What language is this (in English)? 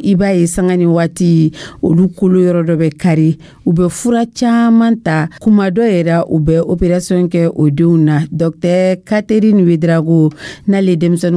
Dyula